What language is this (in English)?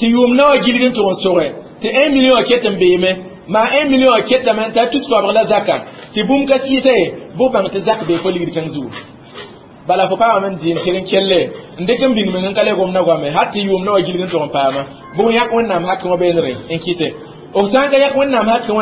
Mossi